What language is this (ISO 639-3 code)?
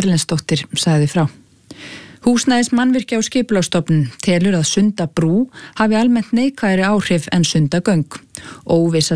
isl